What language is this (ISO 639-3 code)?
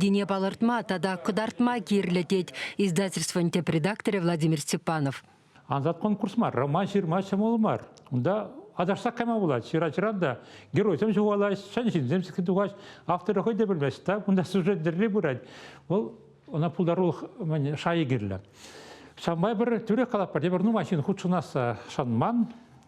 chv